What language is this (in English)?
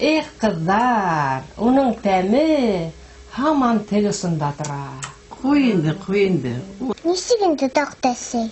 Bashkir